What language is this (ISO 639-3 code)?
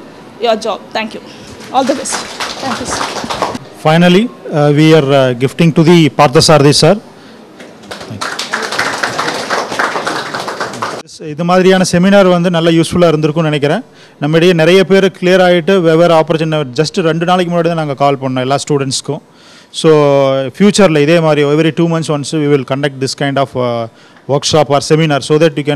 tam